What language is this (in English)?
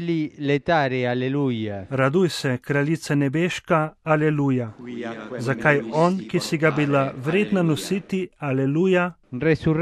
Slovenian